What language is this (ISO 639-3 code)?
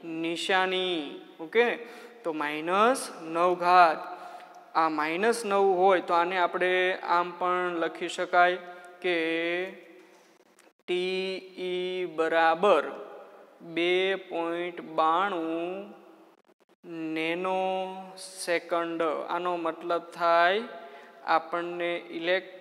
guj